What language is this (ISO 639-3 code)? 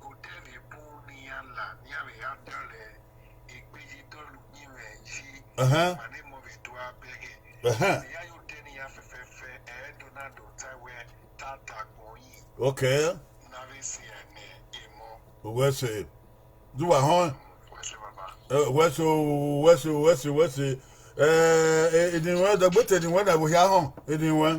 bin